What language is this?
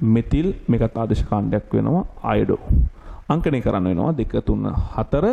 Sinhala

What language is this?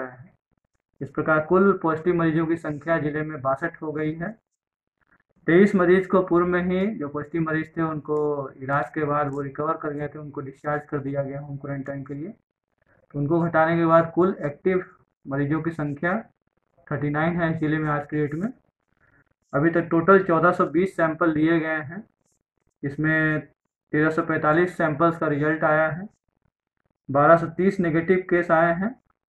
Hindi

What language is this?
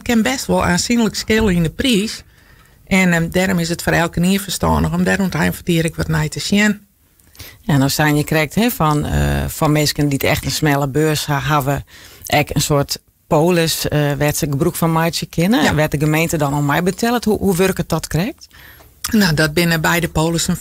Western Frisian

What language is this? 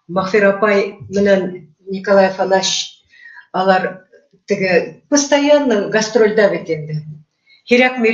Bashkir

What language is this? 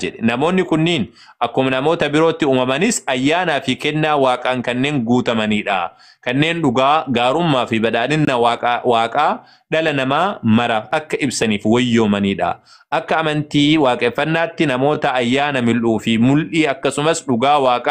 Oromo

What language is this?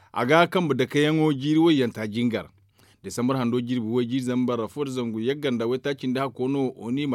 Zarma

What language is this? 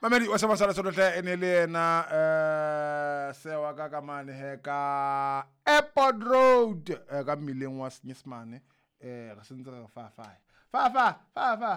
Southern Sotho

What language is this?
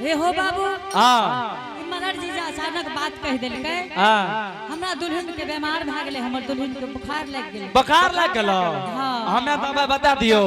Angika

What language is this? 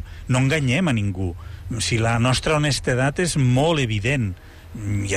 Catalan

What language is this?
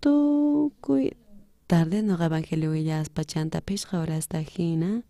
South Bolivian Quechua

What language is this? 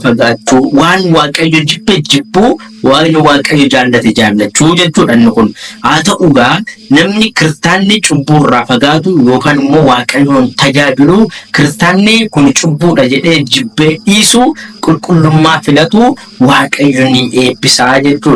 Oromo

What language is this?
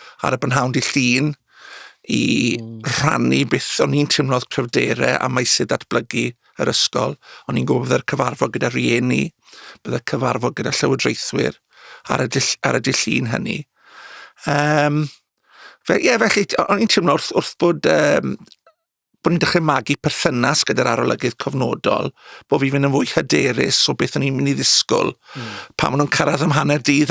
Welsh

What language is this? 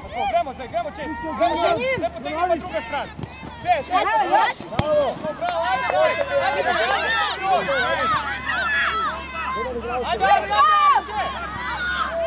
Croatian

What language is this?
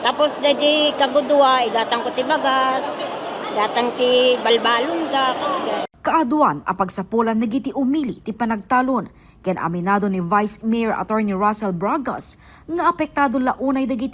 Iloko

